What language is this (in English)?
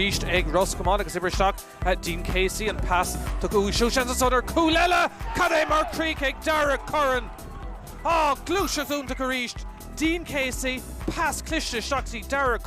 Irish